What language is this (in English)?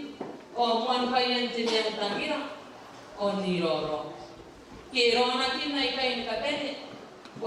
Gilbertese